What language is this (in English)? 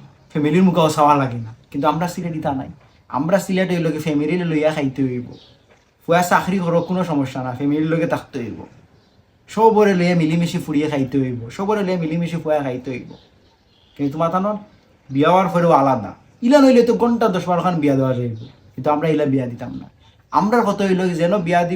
Sylheti